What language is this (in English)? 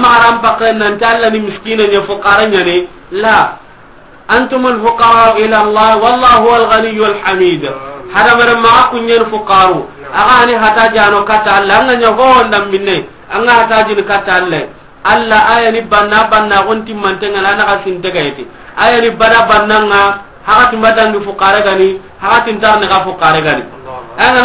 Soninke